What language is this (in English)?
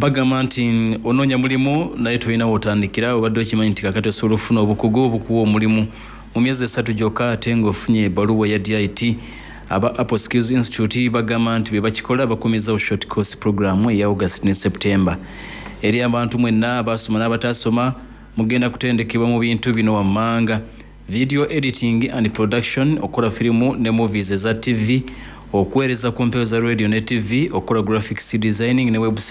Ganda